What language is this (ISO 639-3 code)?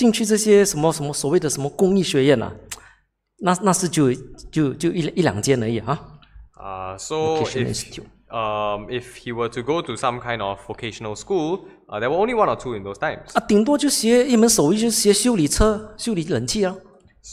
zho